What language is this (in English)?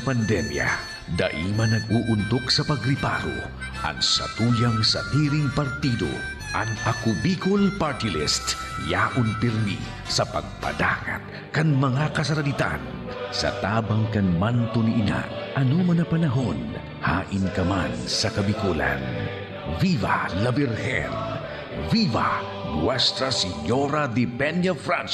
Bikol